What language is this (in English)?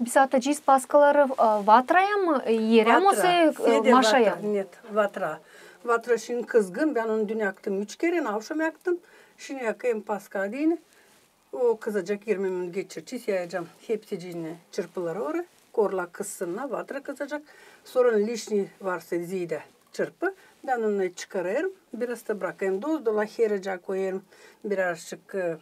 Gagauz